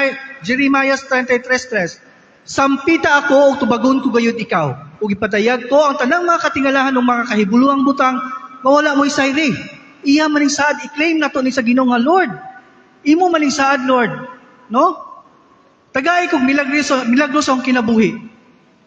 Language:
Cebuano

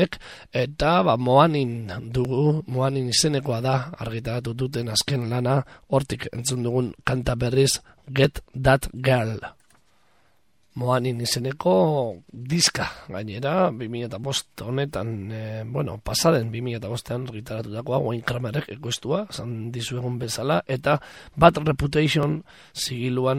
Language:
Basque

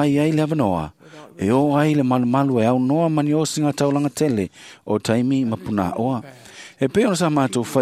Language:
Samoan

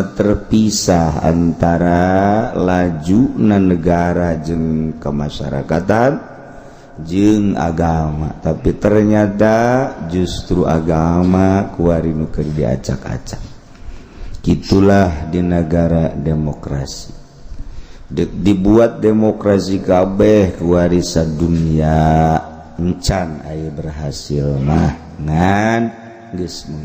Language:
Sundanese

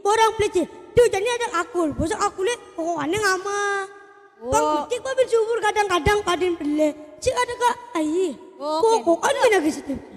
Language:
Balinese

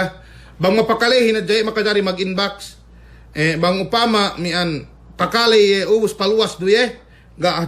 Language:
Yakan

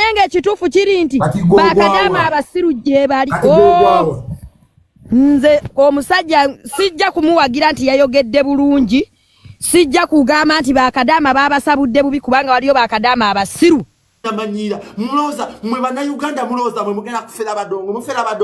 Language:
Ganda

